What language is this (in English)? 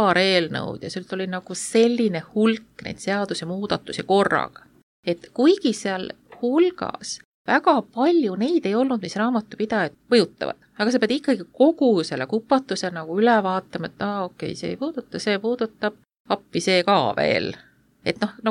Estonian